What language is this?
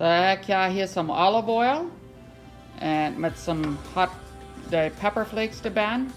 Plautdietsch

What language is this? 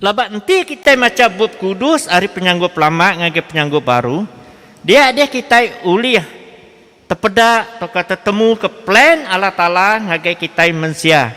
Iban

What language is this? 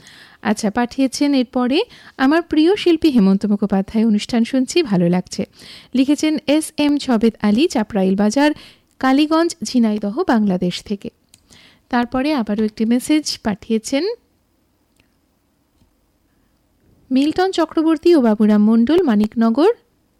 Bangla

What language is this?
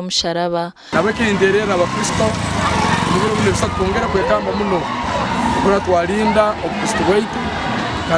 Nyankole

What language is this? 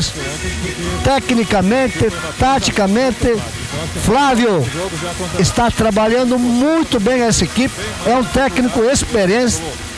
Portuguese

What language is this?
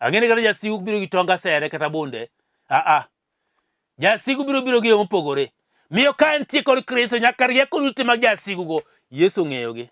Luo (Kenya and Tanzania)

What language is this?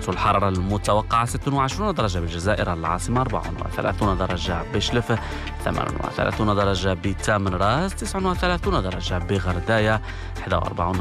Arabic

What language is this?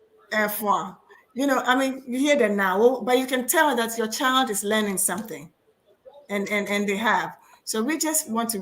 Ewe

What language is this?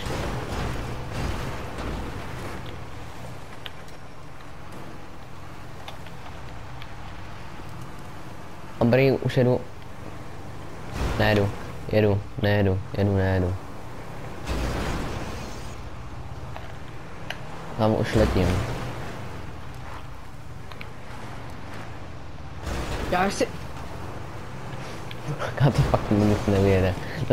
Czech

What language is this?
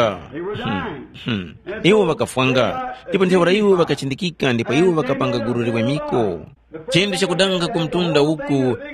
Tumbuka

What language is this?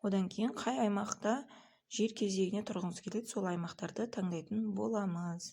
Kazakh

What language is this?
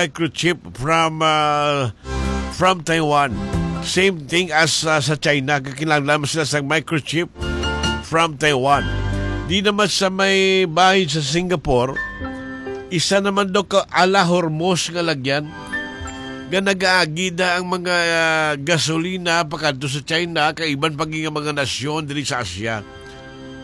Hiligaynon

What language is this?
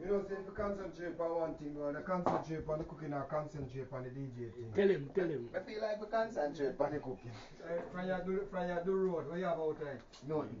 Jamaican Creole English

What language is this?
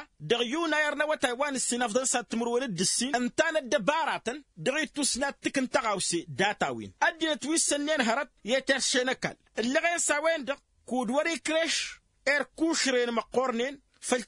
Tamasheq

